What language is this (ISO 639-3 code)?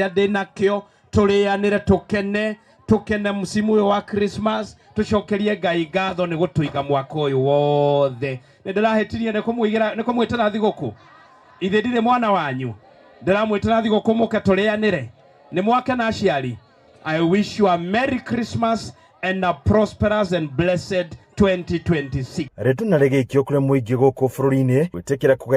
kik